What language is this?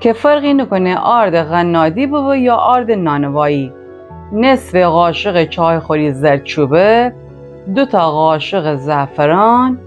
Gilaki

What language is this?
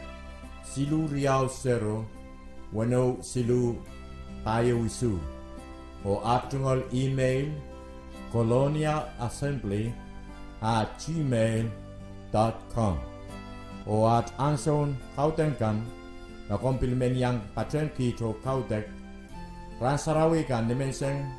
Pohnpeian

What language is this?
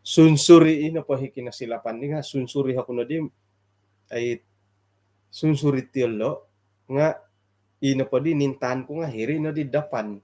Central Dusun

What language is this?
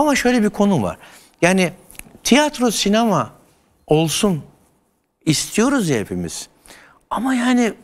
Turkish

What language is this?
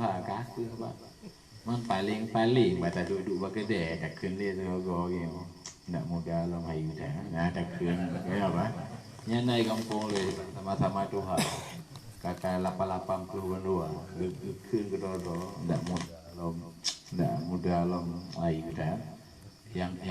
Achinese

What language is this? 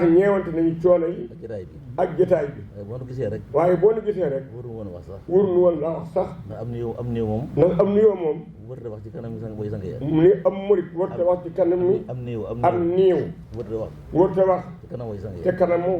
Wolof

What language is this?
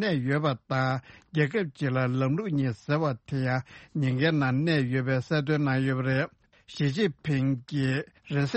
Tibetan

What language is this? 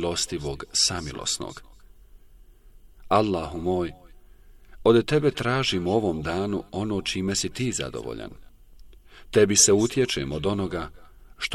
Bosnian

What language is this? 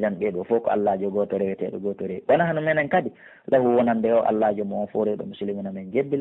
Pular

